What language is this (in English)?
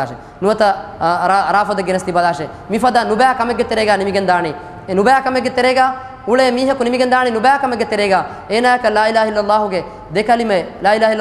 Divehi